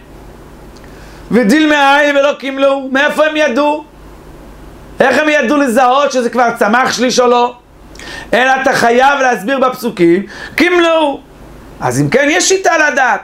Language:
Hebrew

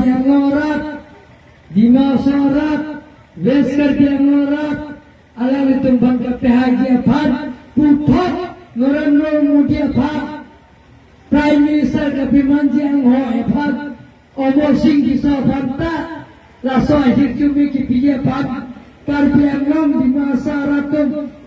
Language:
Karbi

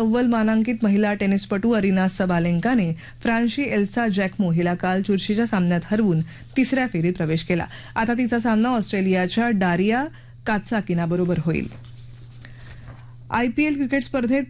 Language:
Marathi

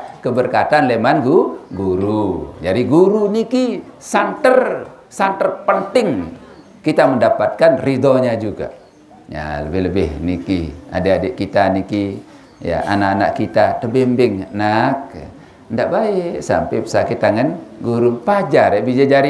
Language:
Sasak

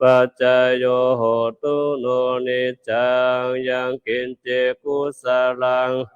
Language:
Pali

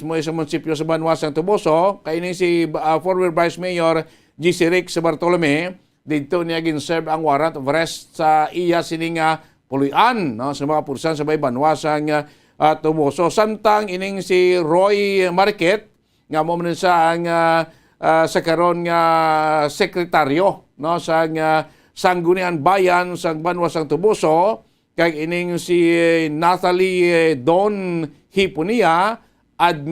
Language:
Hiligaynon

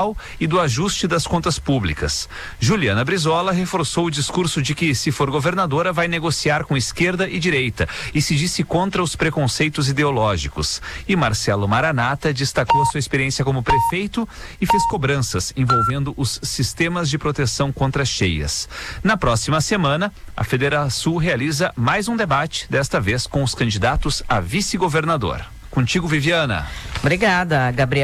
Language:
Portuguese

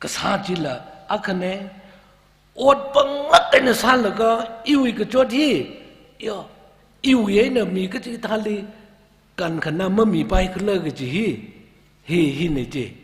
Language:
Tangkhul Naga (India)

